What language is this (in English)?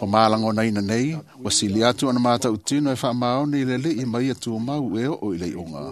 Samoan